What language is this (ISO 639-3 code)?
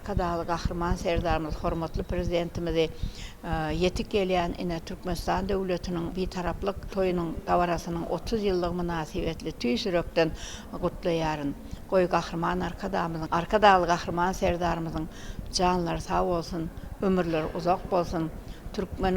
tuk